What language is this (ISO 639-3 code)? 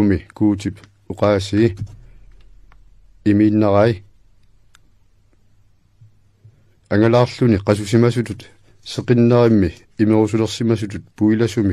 kal